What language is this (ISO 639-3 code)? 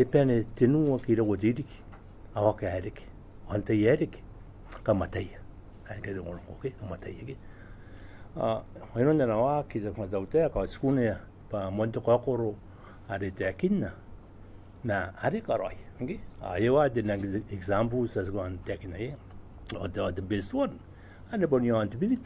gil